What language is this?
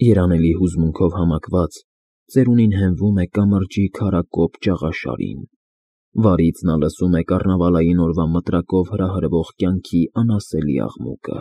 Armenian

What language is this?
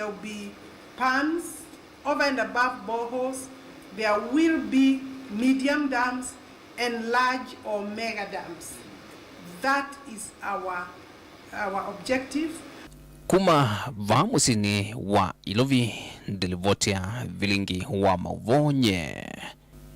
Kamba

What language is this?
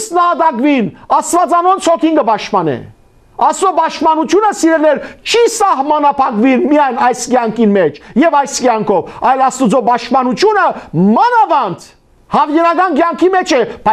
Western Armenian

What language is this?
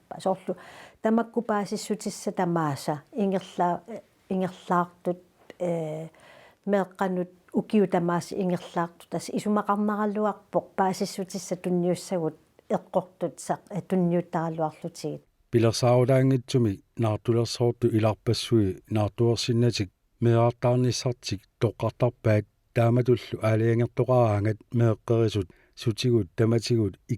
Kalaallisut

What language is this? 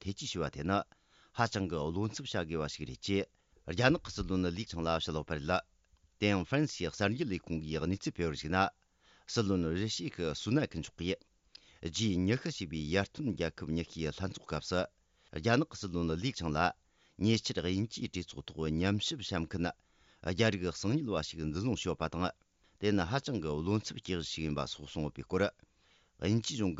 Tibetan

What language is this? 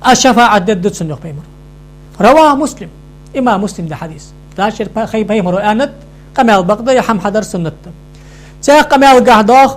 Ingush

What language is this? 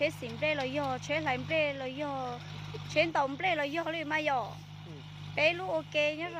Hmong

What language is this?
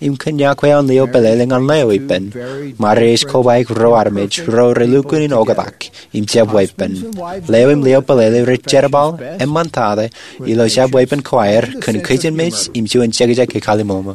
Marshallese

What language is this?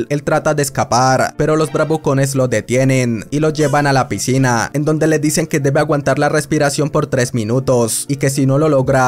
Spanish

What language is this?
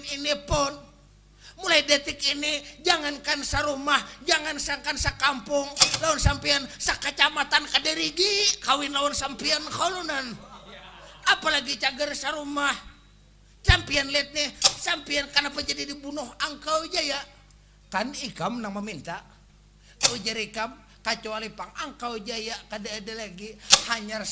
Banjar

